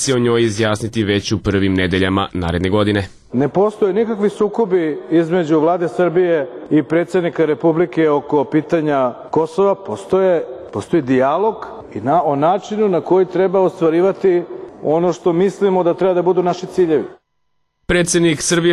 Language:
Serbian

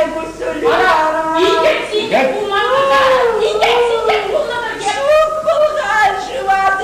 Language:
Chuvash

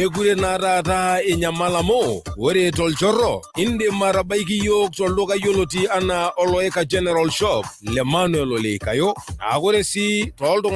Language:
Masai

